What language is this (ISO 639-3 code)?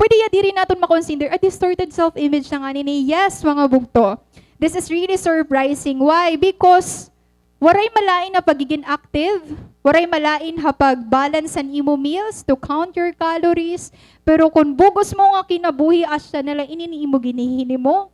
war